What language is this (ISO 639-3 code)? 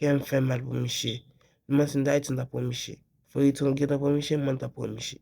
hat